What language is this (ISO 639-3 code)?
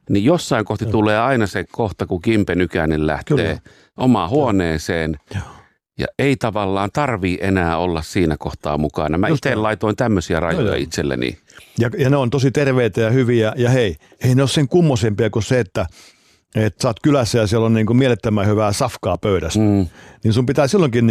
fin